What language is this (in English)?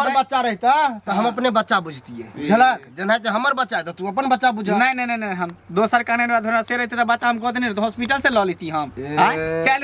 Maithili